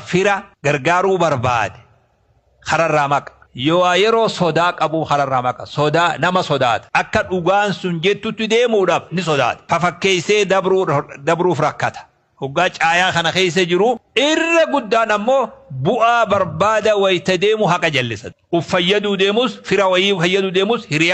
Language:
Oromo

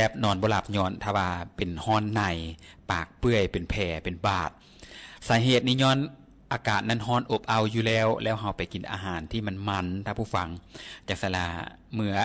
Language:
Lao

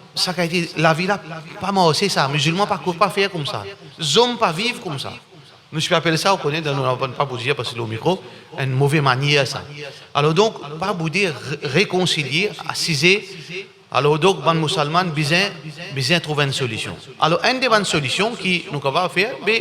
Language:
Morisyen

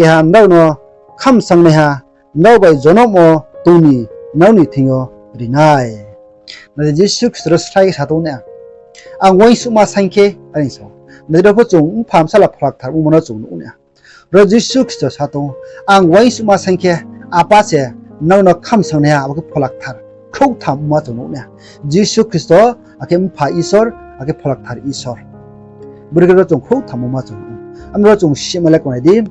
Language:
Riang (India)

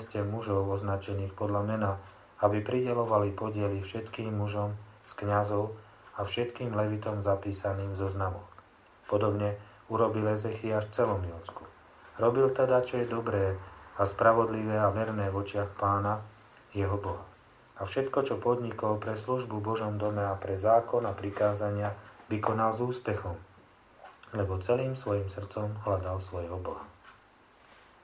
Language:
Slovak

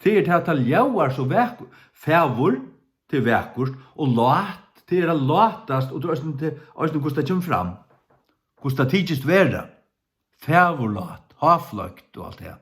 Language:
Faroese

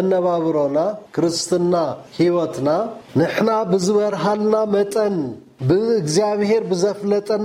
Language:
Tigrinya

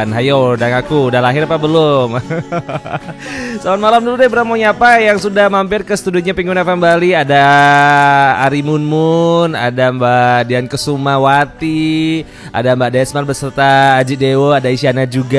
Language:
Indonesian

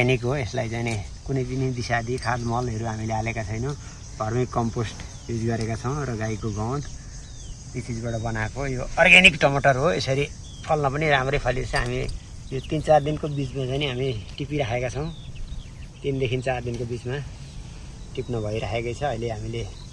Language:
Nepali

